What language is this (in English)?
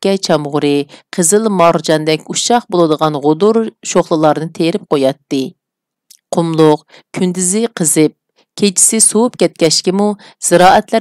Uyghur